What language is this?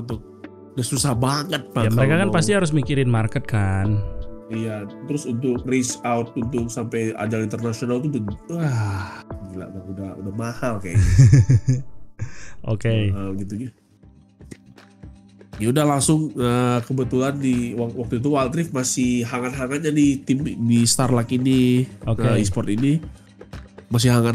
Indonesian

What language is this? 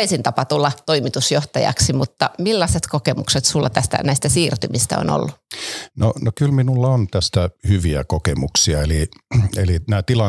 Finnish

